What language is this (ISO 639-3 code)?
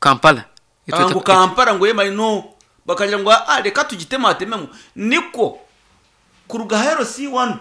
nyn